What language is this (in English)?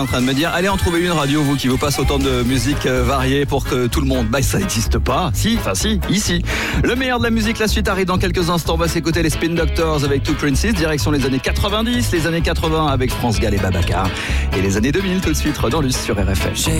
French